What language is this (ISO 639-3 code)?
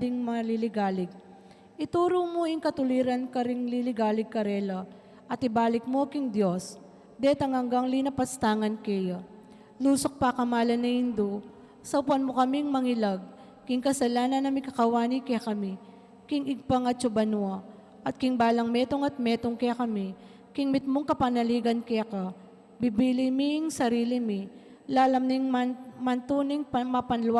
pam